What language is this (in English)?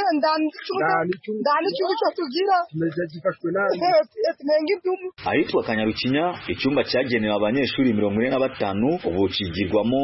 Kinyarwanda